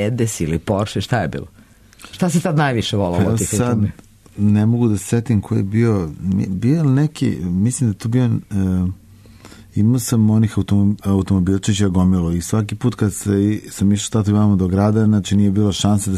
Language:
Serbian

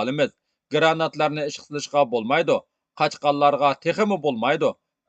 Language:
Uyghur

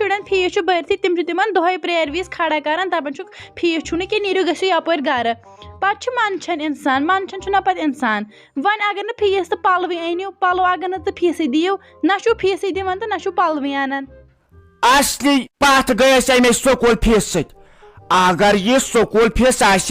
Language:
Kashmiri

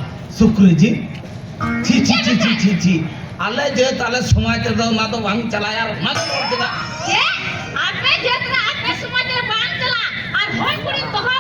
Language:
Santali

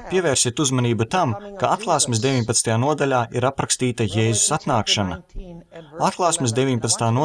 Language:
Latvian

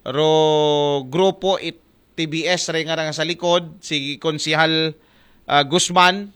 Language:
Aklanon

